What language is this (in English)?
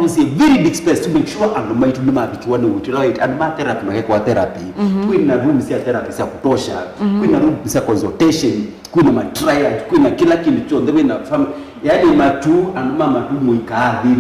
Kamba